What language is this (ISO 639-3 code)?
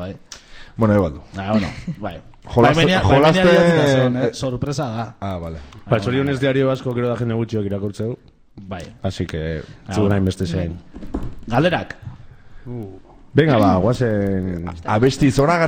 eus